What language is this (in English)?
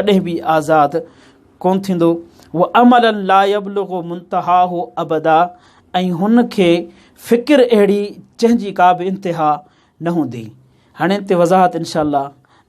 Sindhi